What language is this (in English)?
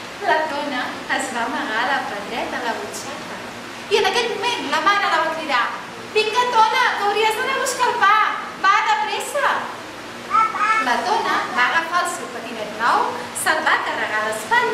Catalan